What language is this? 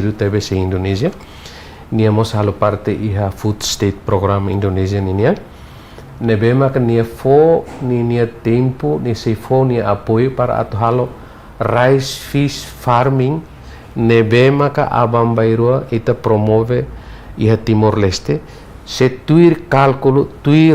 Tetum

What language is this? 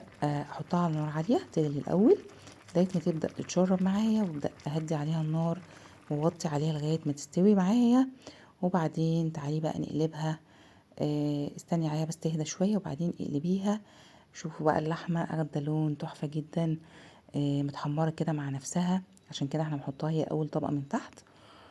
Egyptian Arabic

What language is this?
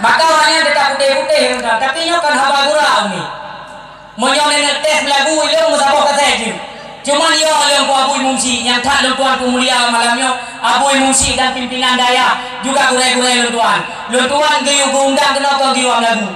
Achinese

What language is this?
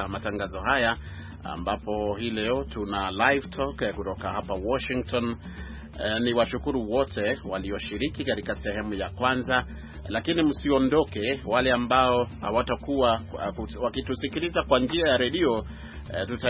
Swahili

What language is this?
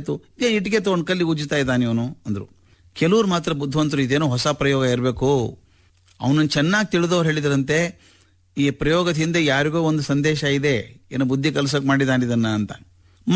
Kannada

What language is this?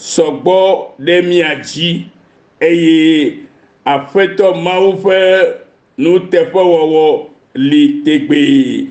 Ewe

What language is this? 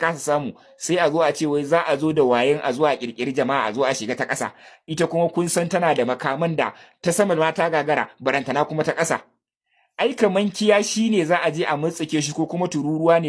Hausa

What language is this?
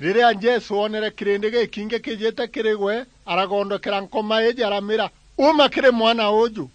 Meru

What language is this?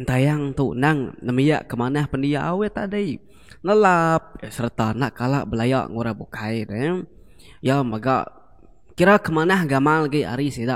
Iban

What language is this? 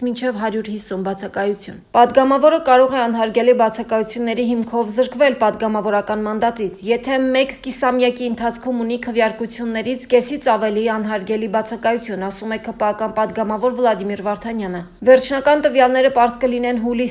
Armenian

